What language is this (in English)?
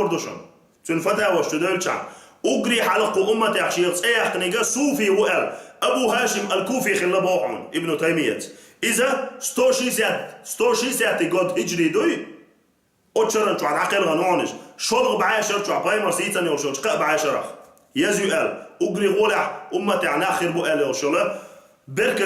Chechen